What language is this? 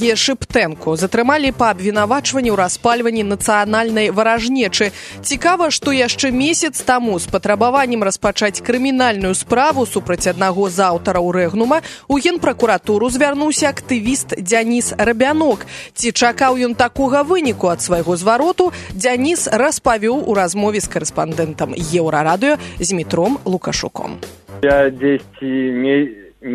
Belarusian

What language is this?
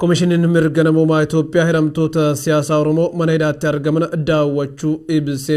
Oromo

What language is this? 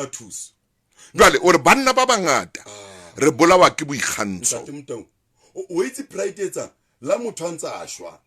Southern Sotho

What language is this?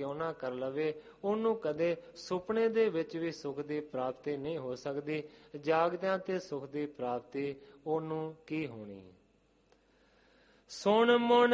Punjabi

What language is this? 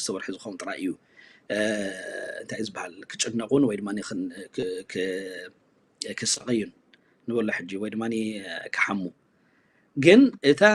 Tigrinya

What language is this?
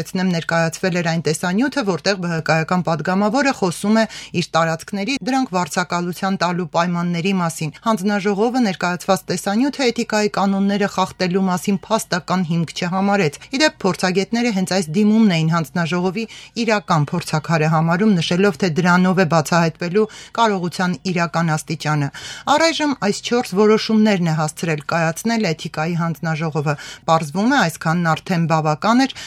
Armenian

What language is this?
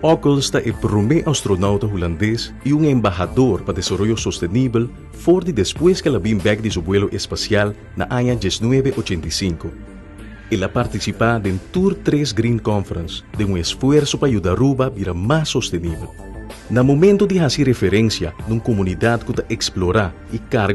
Papiamento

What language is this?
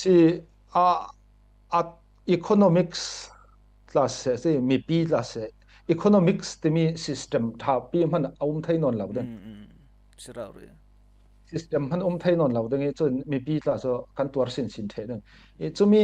Falam Chin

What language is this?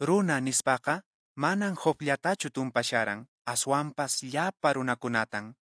Quechua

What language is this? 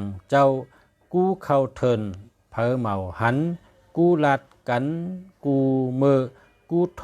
Shan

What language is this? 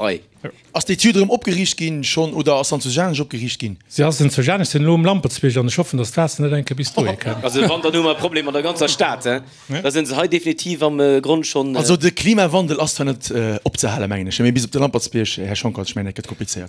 Luxembourgish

